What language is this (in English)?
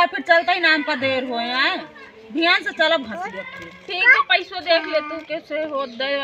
Awadhi